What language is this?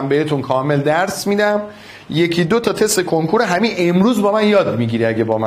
Persian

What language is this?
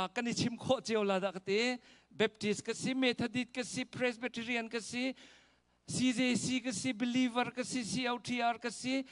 Hakha Chin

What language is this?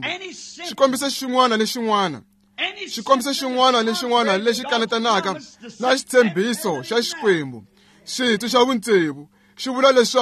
Tsonga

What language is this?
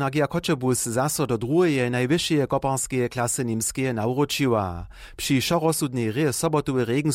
Upper Sorbian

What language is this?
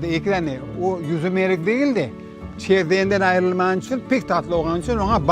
Crimean Tatar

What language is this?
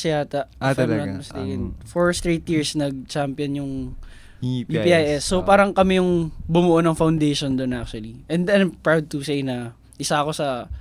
Filipino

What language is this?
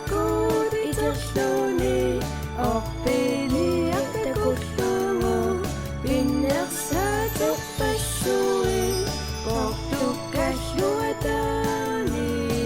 Kalaallisut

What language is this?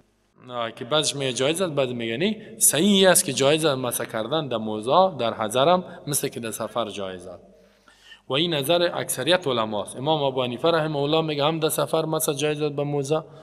Persian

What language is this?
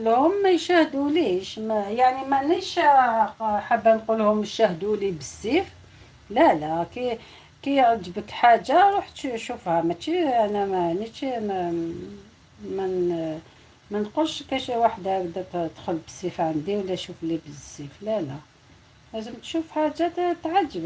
Algerian Arabic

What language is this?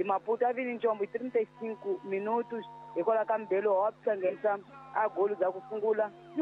Tsonga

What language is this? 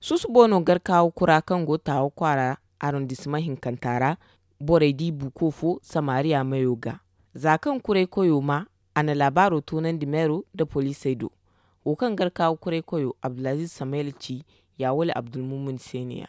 Zarma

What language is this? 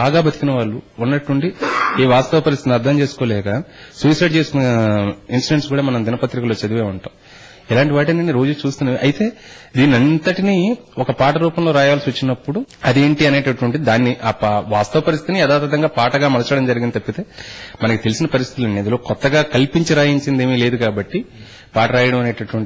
Telugu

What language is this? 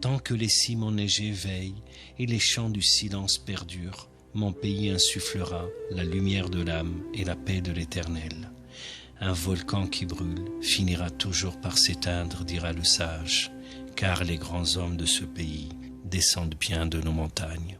Kabyle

